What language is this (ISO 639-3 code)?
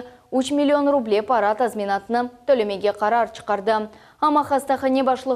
crh